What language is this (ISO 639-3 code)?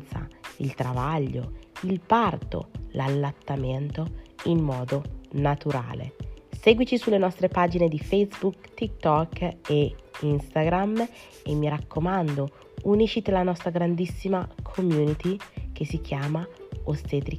ita